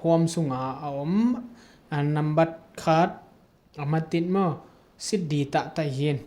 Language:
Tedim Chin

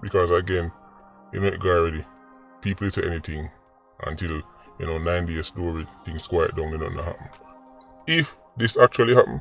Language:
Jamaican Creole English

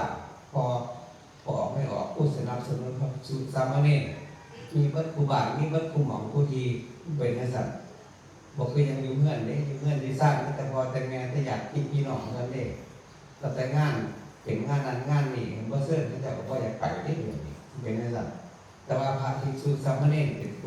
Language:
Northeastern Thai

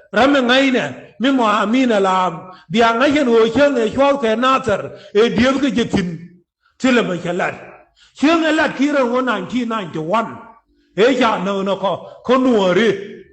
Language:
Nuer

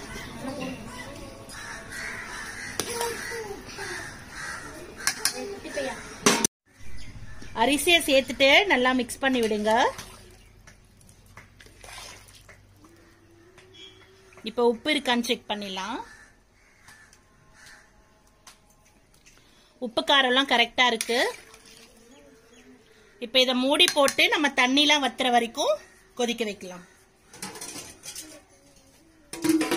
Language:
Tamil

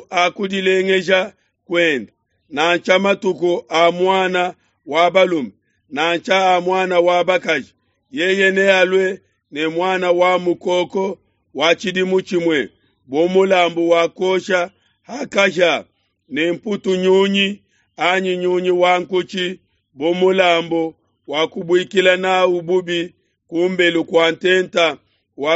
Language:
Luba-Lulua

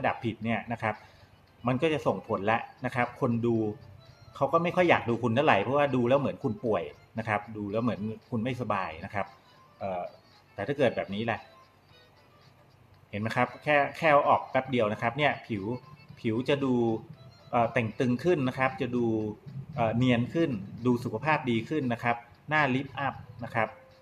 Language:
Thai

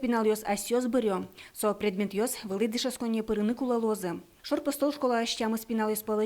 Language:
Udmurt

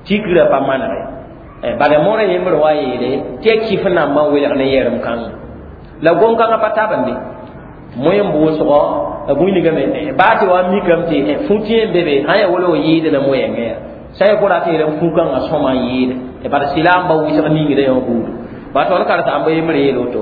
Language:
Mossi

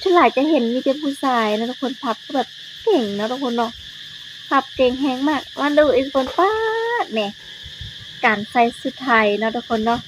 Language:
Lao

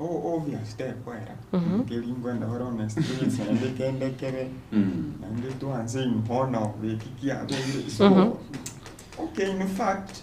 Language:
Gusii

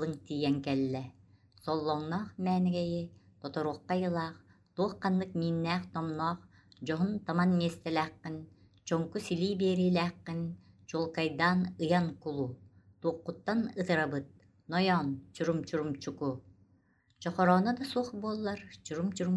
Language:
Yakut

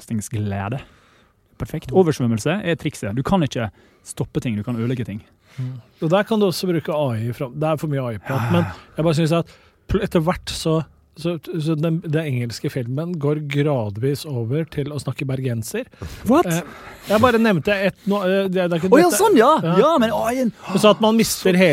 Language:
Norwegian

